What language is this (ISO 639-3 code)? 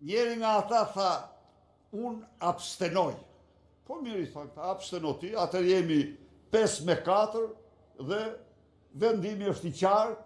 sqi